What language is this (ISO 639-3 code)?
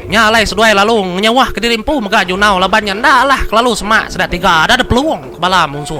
iba